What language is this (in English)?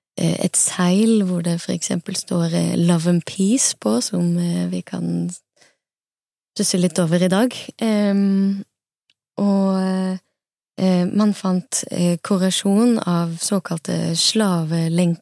Norwegian